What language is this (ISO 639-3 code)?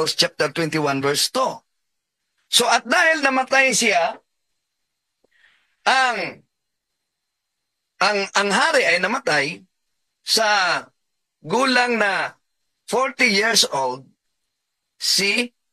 fil